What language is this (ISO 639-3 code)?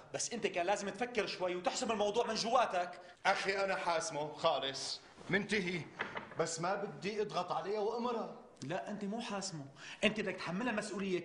apc